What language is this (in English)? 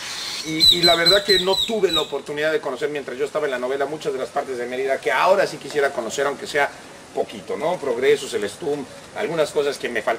Spanish